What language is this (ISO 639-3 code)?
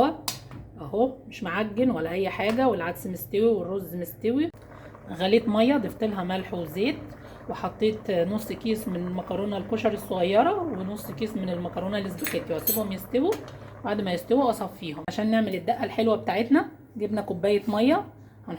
arz